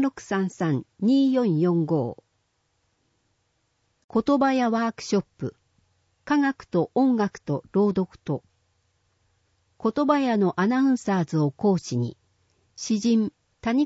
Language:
Japanese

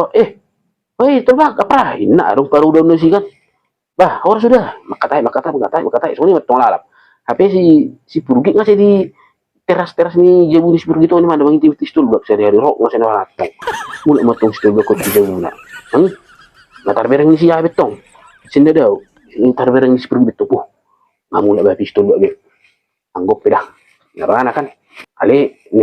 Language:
Batak Toba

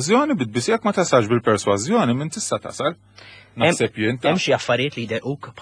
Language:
Maltese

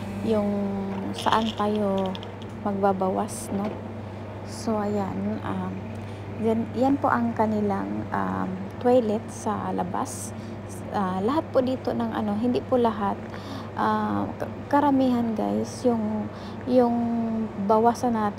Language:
Filipino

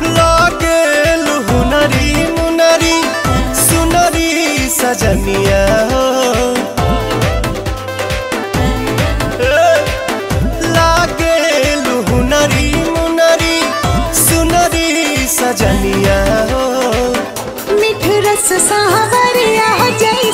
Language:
Bhojpuri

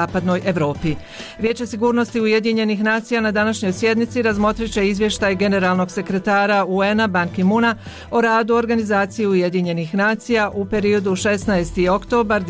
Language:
Bosnian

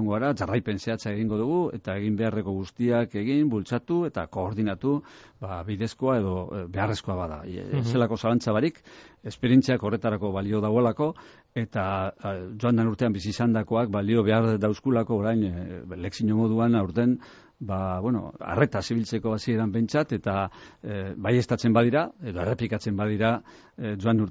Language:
Basque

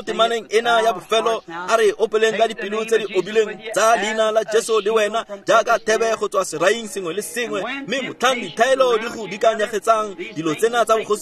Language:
Tswana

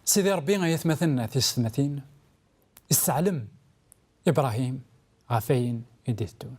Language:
Kabyle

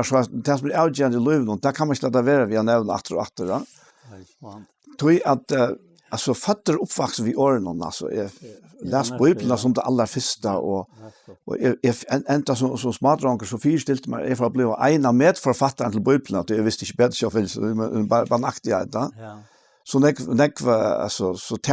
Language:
Faroese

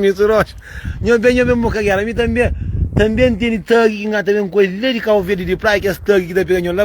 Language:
Kabuverdianu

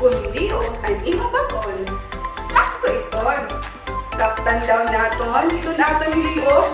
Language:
Waray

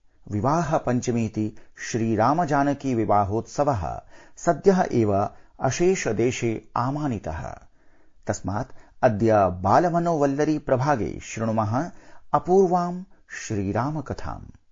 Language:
Sanskrit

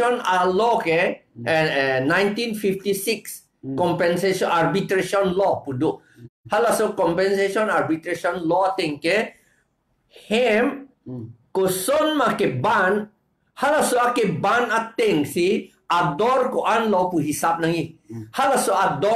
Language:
Karbi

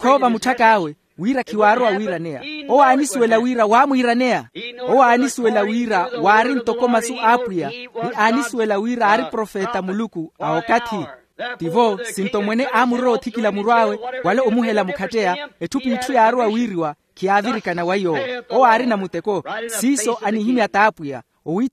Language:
Makhuwa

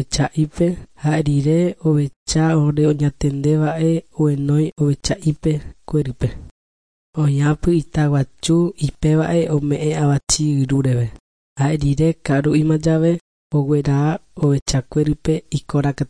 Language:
Guarani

